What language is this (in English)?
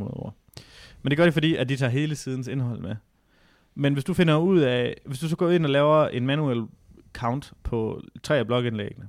Danish